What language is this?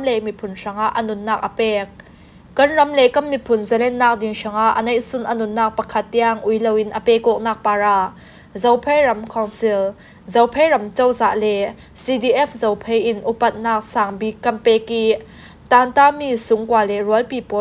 Falam Chin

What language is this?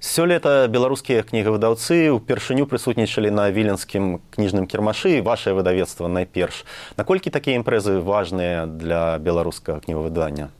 Belarusian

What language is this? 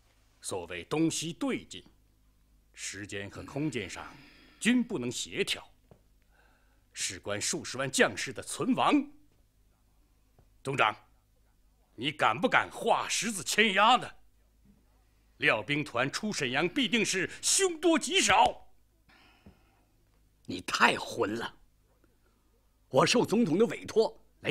Chinese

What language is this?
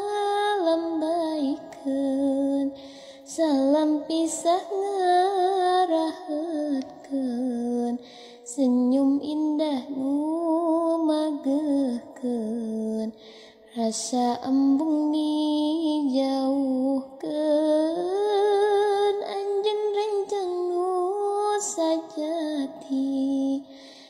Sundanese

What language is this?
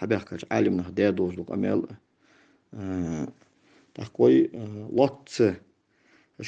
Ingush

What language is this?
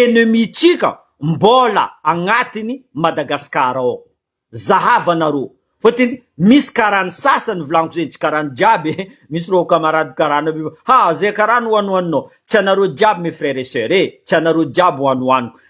Malagasy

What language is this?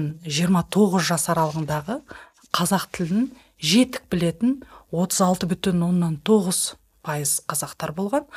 Kazakh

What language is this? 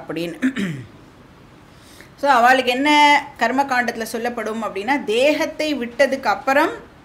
Tamil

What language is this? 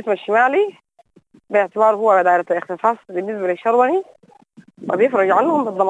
Sudanese Arabic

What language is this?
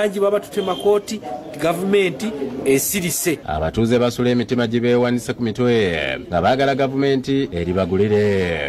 Ganda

